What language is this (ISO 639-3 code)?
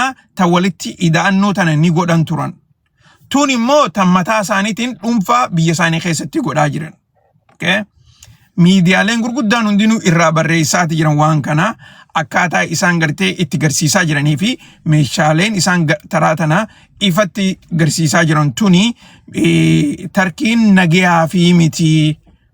orm